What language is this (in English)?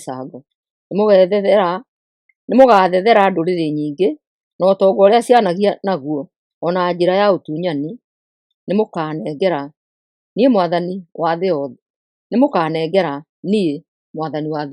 Kikuyu